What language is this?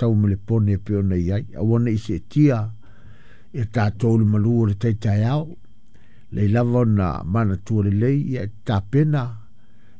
Samoan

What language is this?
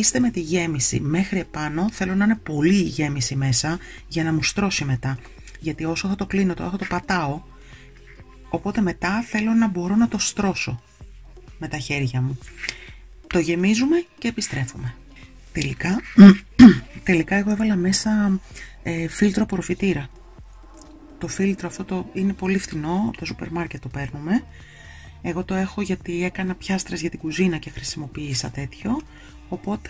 Greek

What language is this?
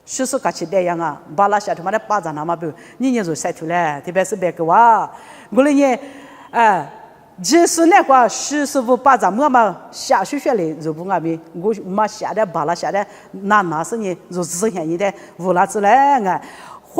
Lisu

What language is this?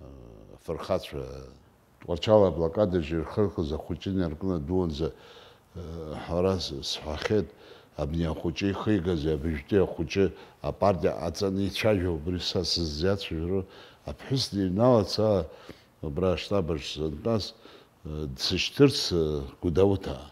Abkhazian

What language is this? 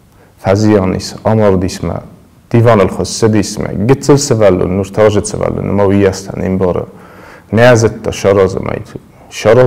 Ossetic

